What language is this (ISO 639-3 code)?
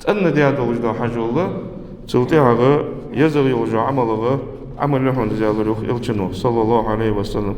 inh